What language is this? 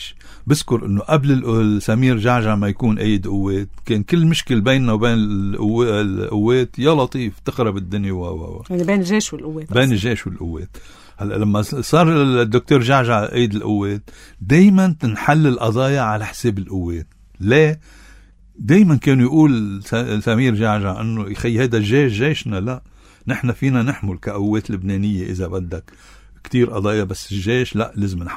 North Levantine Arabic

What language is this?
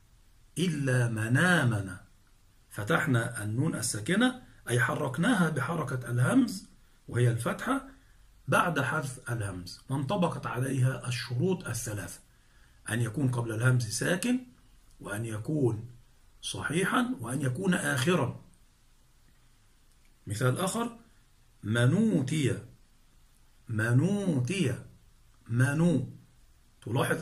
Arabic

